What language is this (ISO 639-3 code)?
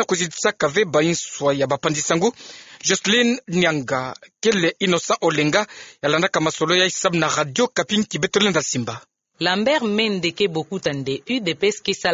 ktu